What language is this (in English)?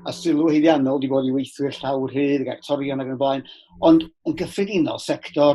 Welsh